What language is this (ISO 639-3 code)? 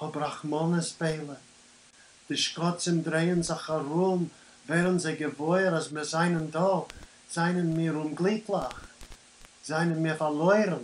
yid